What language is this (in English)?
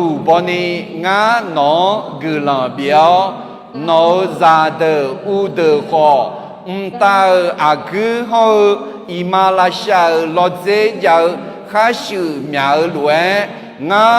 Akha